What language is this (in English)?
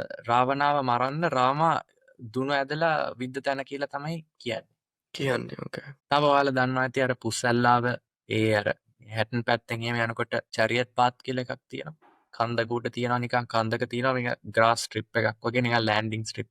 Sinhala